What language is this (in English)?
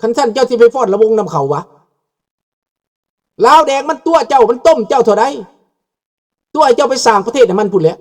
Lao